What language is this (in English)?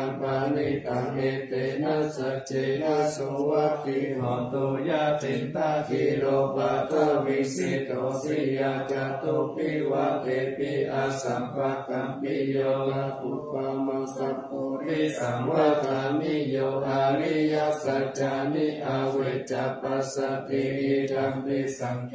Pali